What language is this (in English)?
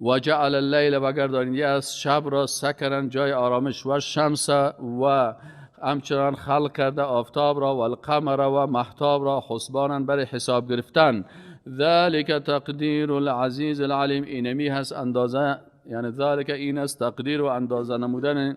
Persian